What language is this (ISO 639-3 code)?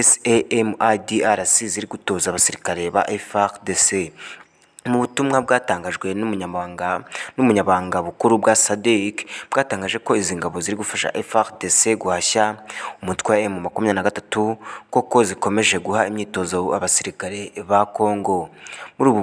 kin